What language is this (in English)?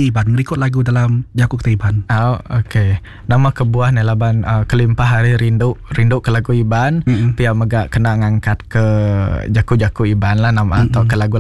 Iban